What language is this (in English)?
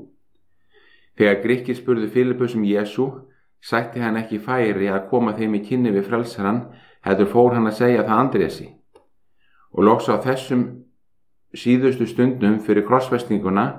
Icelandic